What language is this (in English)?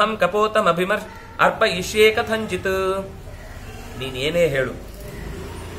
Kannada